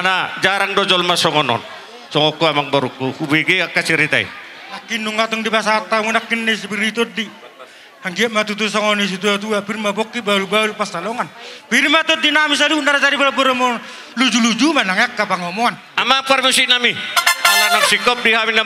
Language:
Batak Toba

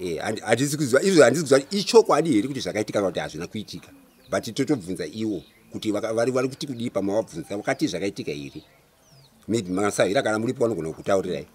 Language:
Shona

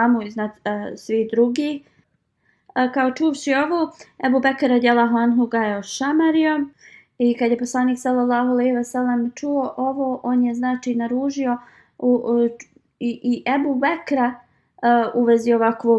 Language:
Bosnian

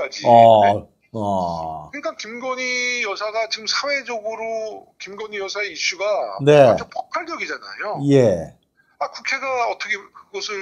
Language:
Korean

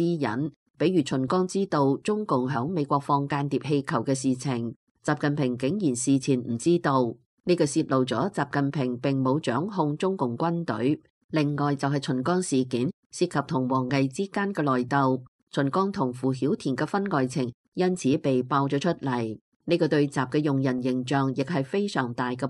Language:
Cantonese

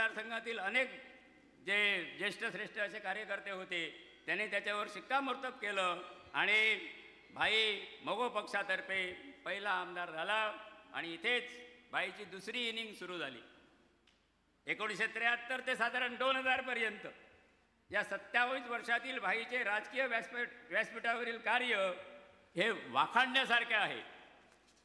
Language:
Marathi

